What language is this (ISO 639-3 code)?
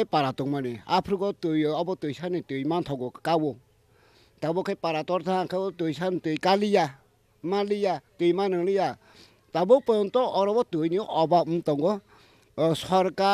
trp